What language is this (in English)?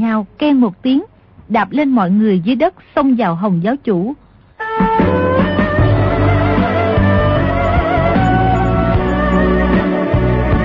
Vietnamese